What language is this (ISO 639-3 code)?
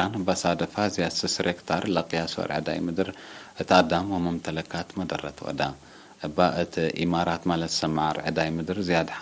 tig